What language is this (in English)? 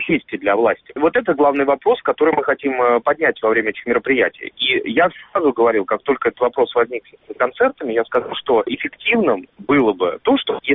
Russian